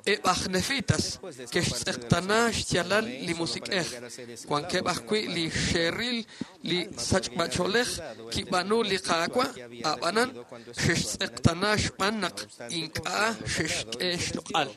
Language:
Kekchí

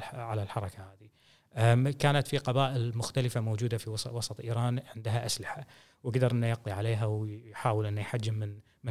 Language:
Gulf Arabic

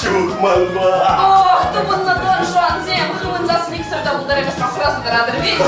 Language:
Chuvash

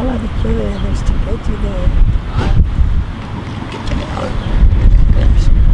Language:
Catalan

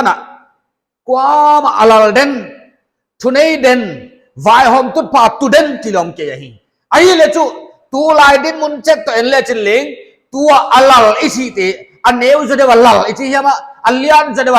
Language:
Paite Chin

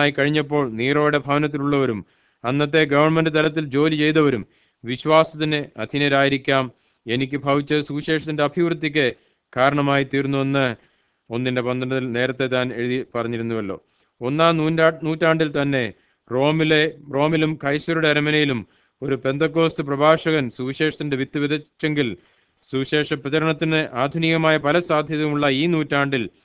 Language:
Malayalam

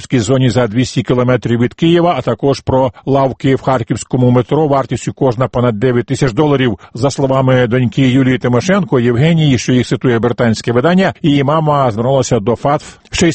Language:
Ukrainian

